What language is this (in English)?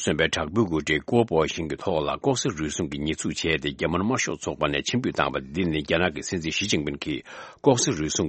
Tibetan